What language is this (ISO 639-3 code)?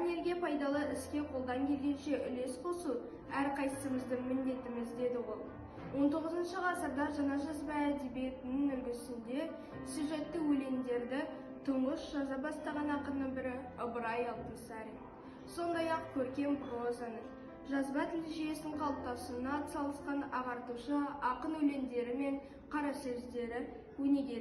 kaz